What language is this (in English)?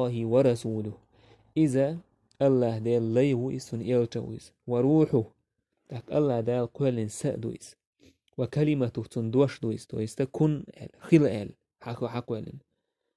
Chechen